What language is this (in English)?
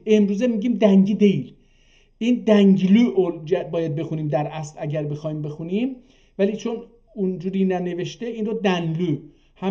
South Azerbaijani